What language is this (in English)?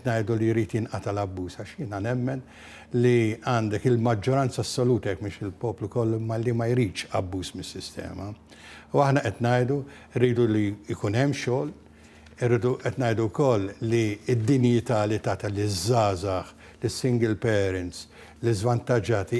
Maltese